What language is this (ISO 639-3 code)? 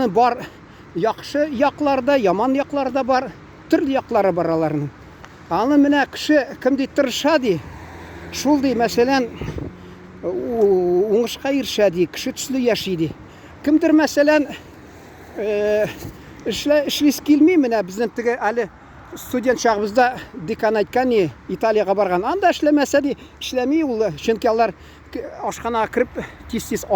tat